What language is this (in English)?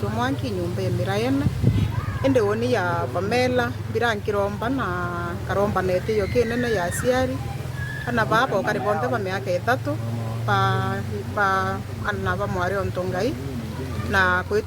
Meru